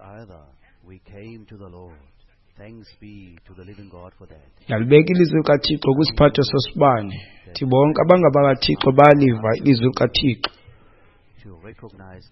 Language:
Xhosa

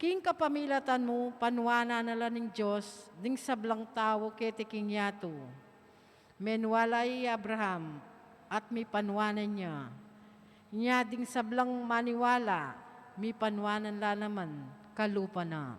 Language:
Pampanga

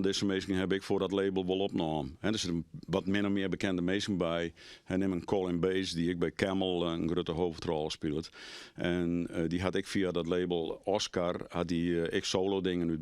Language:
Western Frisian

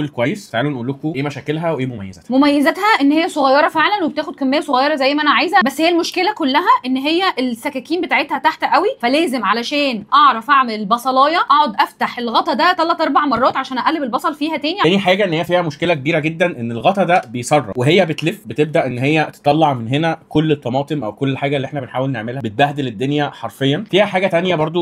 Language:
Egyptian Arabic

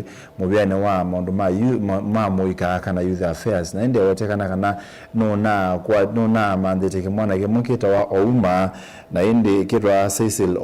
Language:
Kamba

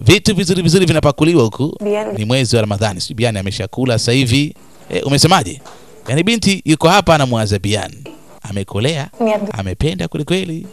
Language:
Swahili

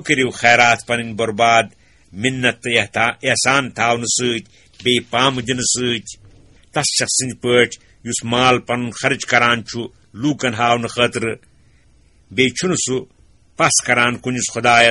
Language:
Kashmiri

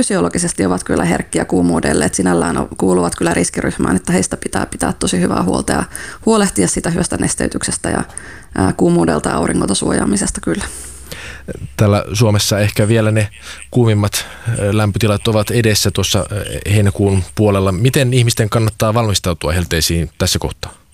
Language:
Finnish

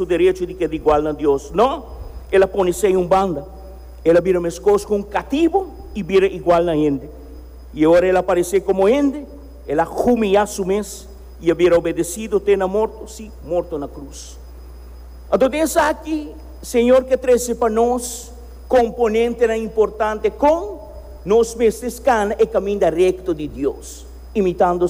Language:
Papiamento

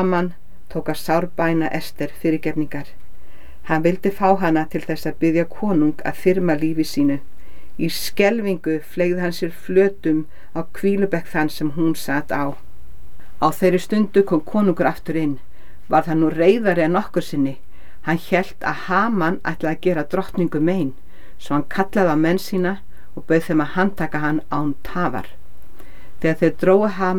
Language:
Icelandic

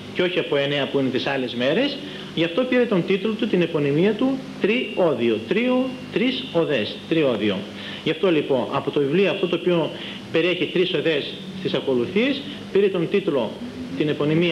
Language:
Greek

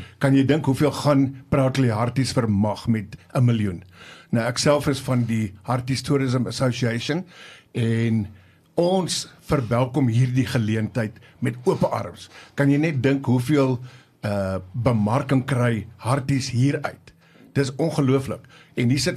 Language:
Afrikaans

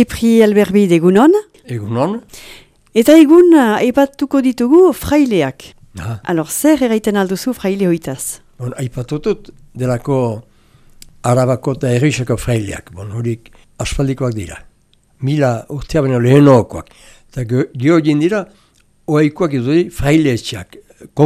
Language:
Basque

